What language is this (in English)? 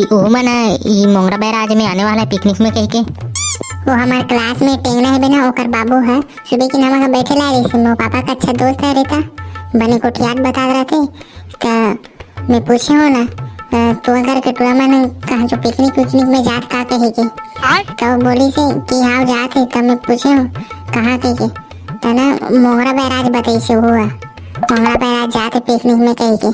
Chhattisgarhi